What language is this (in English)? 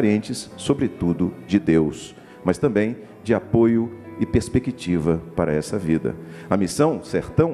Portuguese